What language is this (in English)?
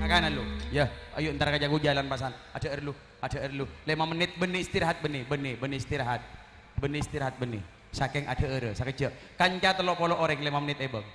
Madurese